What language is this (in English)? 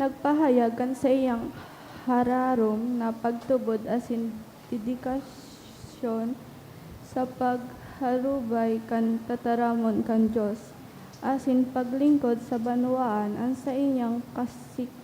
Bikol